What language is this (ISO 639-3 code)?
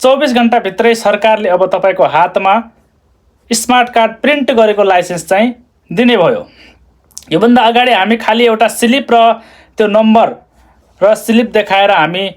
nep